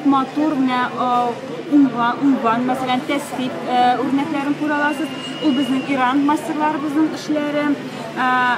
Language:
Tatar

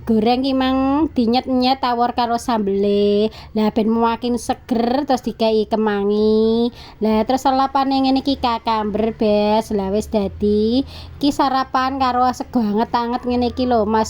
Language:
Javanese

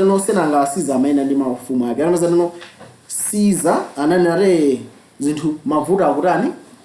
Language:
Nyanja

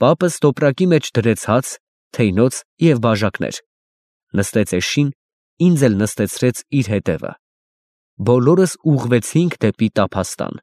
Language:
Armenian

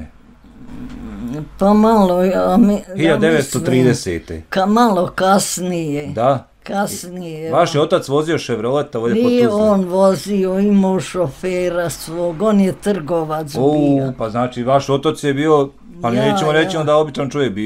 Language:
Bosnian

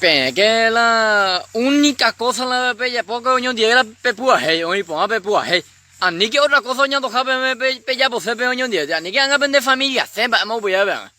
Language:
Guarani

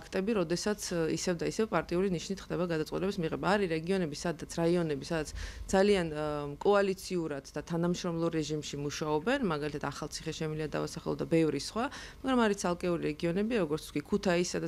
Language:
Georgian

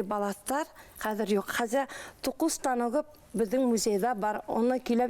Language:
Bashkir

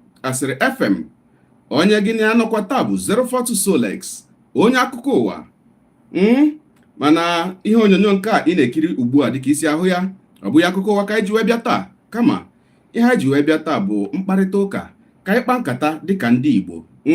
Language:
Igbo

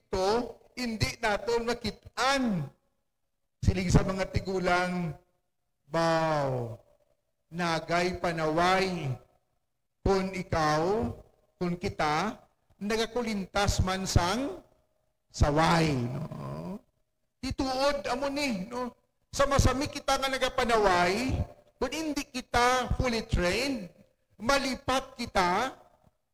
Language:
Hiligaynon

